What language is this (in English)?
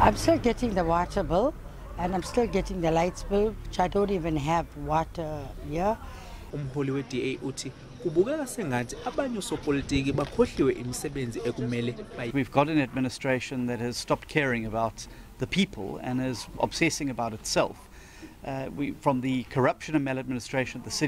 Zulu